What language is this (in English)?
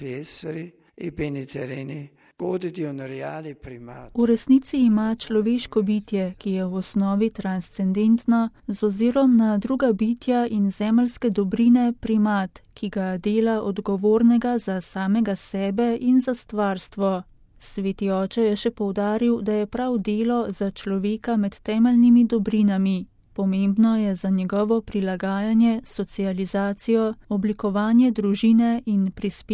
Slovenian